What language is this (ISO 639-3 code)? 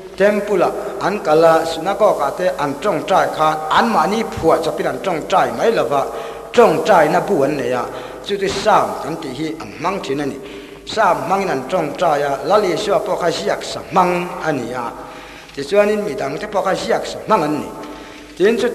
lus